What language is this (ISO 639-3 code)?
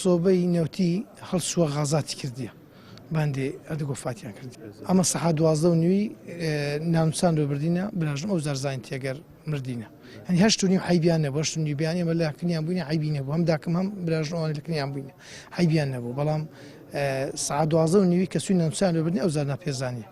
ckb